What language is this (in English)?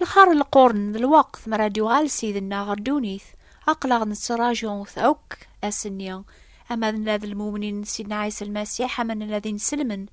Kabyle